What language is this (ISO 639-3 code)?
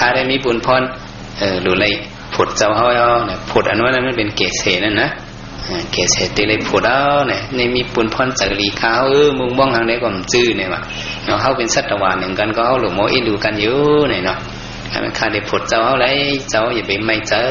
shn